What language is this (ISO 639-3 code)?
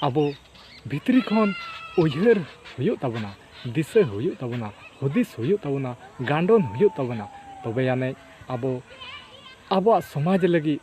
sat